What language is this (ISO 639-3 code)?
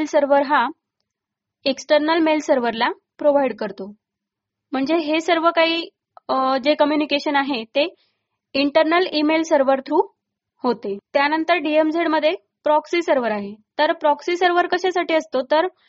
mar